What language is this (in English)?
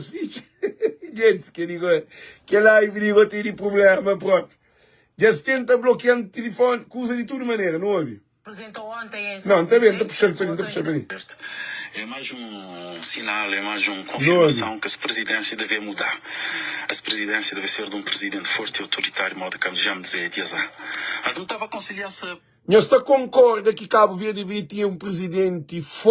Kabuverdianu